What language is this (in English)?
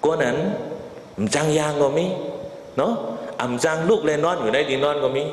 Shan